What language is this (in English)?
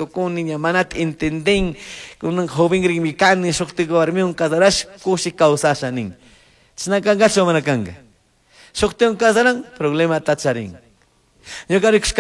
Chimborazo Highland Quichua